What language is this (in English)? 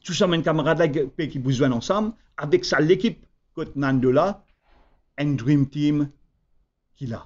Morisyen